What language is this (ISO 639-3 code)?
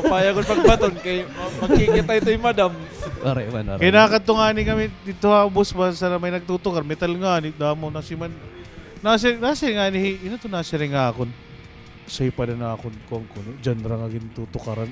war